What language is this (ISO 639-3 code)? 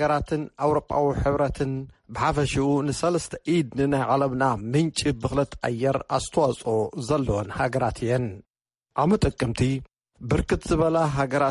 tir